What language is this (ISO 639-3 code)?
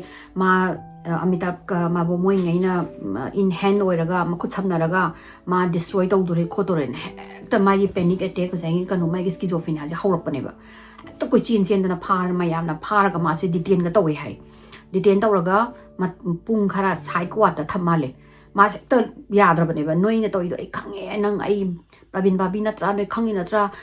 mni